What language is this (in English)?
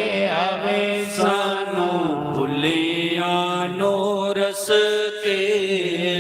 Dogri